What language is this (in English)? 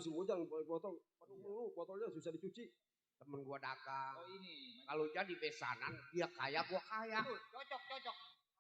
Betawi